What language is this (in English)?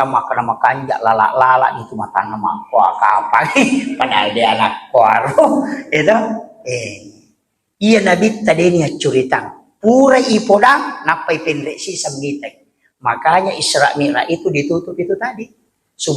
Buginese